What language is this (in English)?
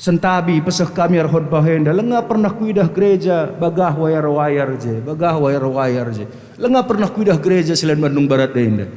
Batak Karo